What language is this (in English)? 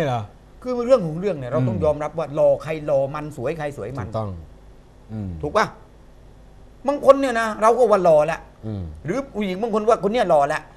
Thai